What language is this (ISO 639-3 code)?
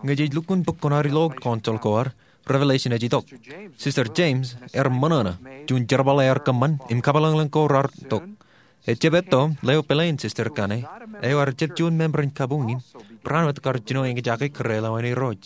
mah